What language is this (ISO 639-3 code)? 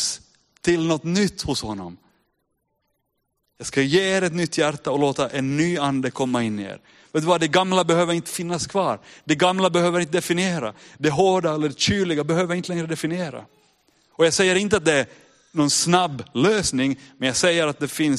swe